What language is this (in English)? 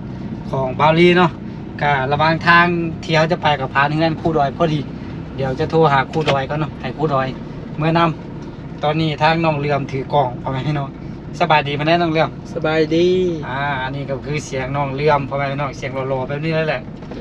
Lao